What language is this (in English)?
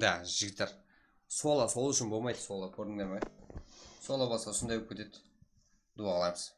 Kara-Kalpak